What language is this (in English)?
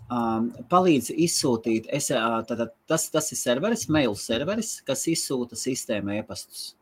Latvian